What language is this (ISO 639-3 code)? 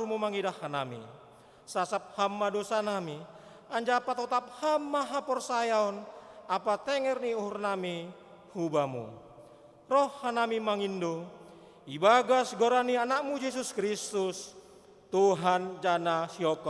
bts